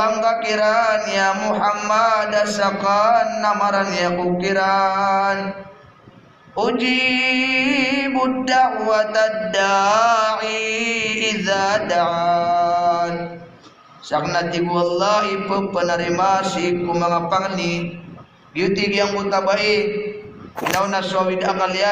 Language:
Maranao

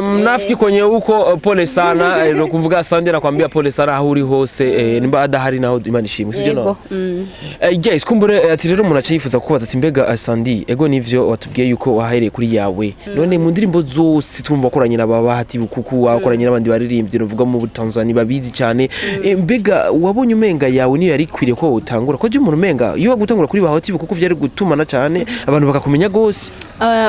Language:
Rundi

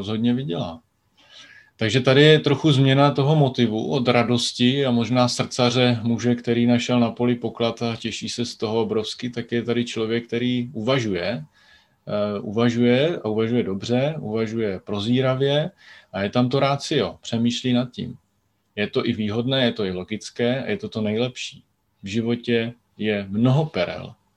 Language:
Czech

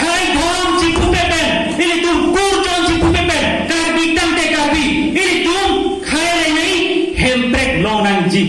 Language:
Karbi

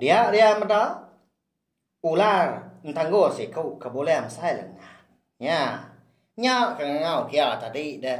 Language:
Iban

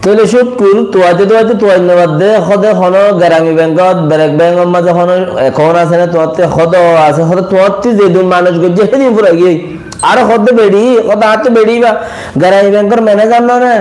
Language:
Rohingya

